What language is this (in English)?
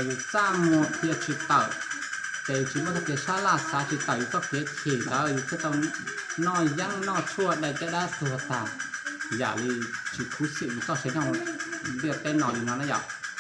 Hmong